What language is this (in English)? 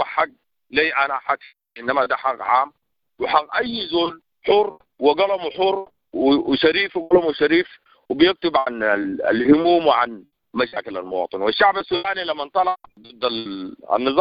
Sudanese Arabic